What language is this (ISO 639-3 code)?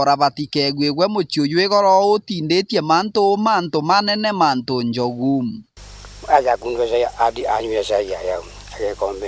mer